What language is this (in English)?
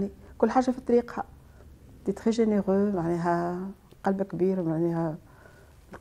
Tunisian Arabic